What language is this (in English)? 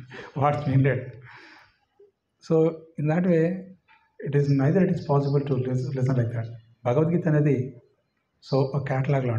Telugu